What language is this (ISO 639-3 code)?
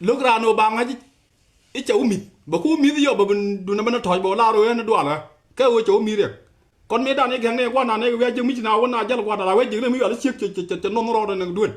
nus